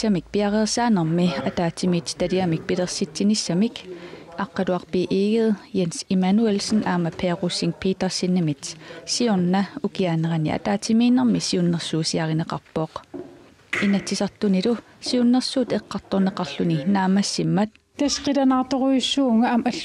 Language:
Kalaallisut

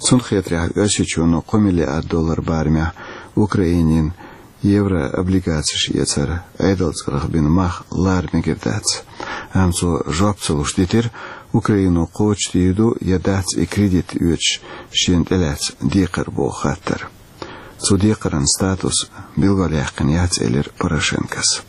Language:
Chechen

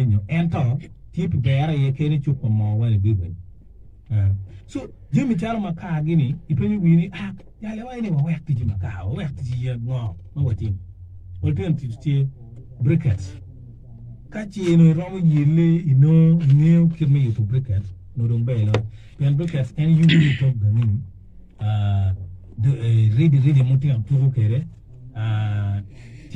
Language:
Acoli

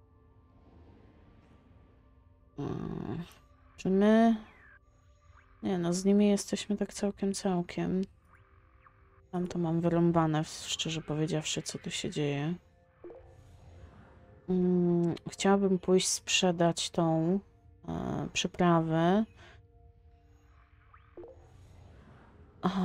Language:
Polish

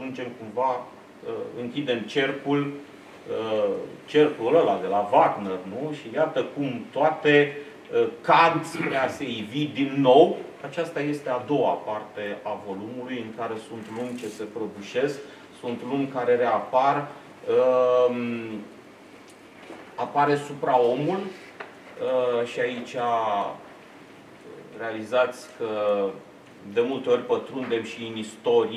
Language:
Romanian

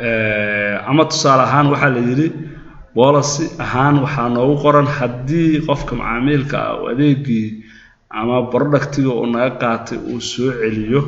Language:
Somali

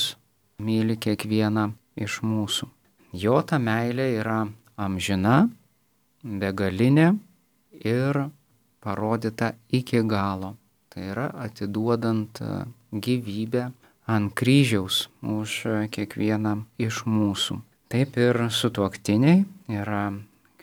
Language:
Lithuanian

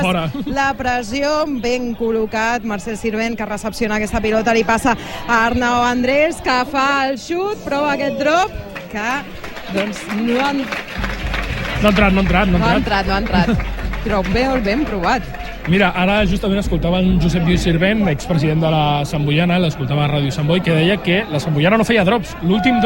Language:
Catalan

